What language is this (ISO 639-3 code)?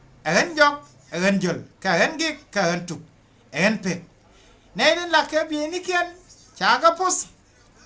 nus